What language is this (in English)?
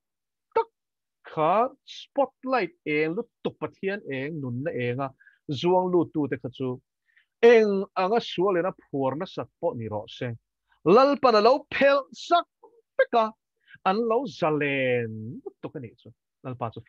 Mizo